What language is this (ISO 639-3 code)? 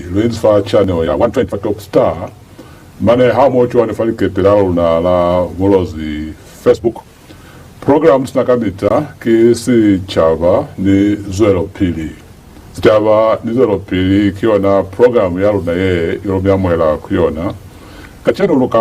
loz